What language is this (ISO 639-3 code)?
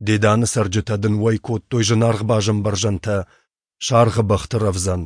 oss